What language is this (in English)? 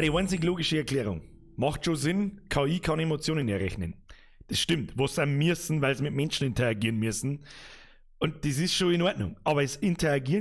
Bavarian